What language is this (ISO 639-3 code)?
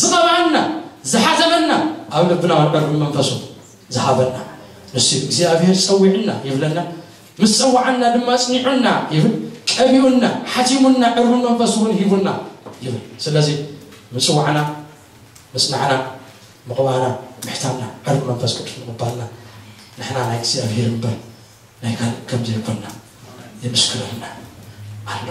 tir